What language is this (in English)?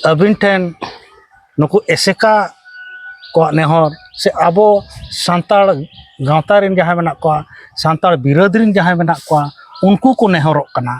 Santali